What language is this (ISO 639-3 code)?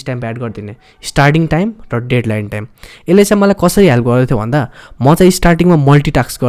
nep